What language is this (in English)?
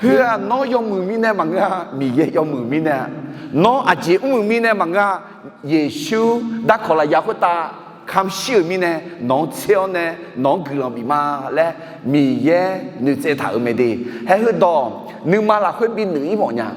Akha